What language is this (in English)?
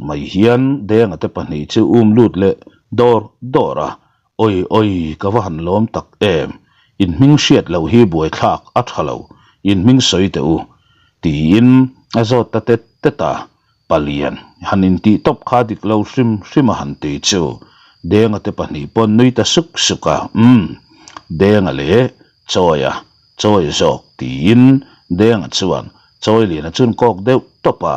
Mizo